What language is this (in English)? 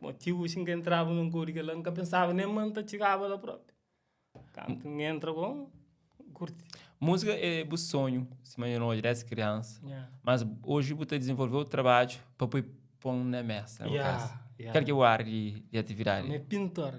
Kabuverdianu